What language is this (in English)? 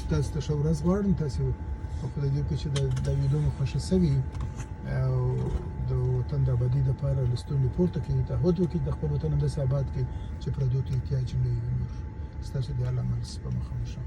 Pashto